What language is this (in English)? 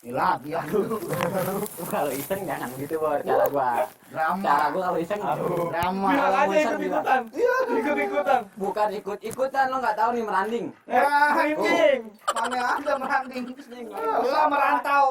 Betawi